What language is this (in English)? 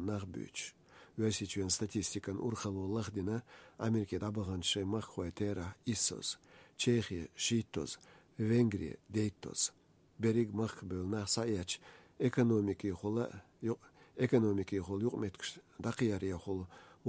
Chechen